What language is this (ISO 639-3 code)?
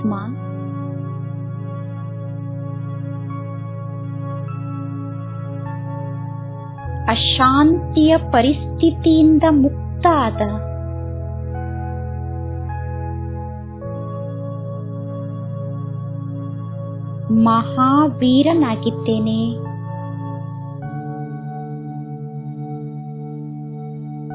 kan